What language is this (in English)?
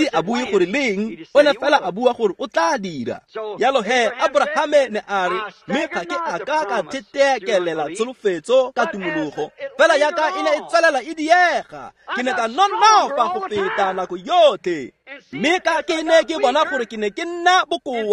Tswana